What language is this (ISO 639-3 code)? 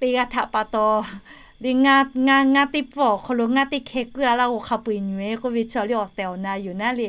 lhu